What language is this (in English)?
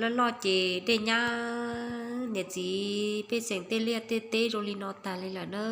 Hmong